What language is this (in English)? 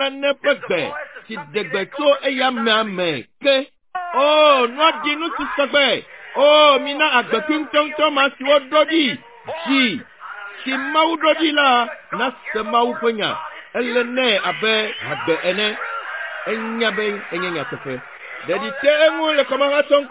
Ewe